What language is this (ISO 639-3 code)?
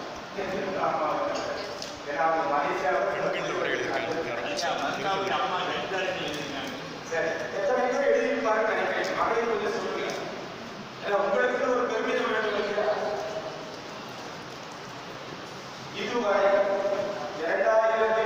tam